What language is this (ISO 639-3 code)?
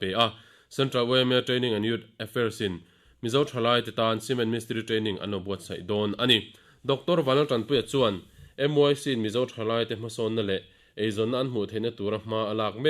lus